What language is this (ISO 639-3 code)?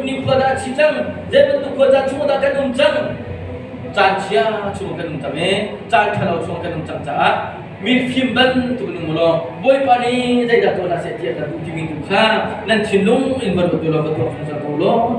cnh